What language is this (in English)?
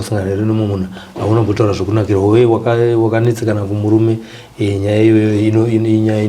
Shona